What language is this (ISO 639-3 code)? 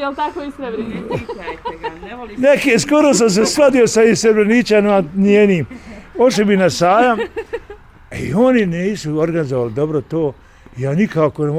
bos